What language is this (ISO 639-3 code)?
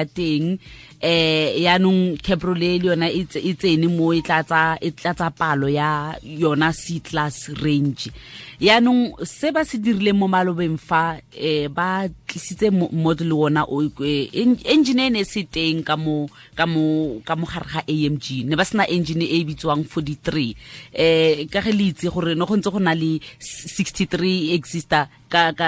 tsn